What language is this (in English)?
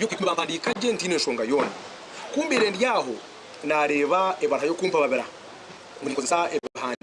Nyankole